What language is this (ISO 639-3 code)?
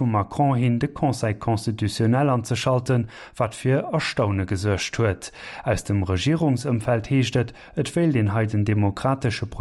ltz